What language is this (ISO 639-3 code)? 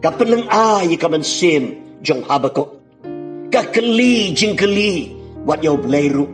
kha